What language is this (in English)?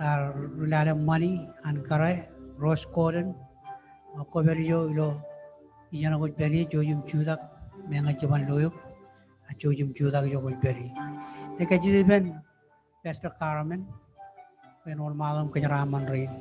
Marshallese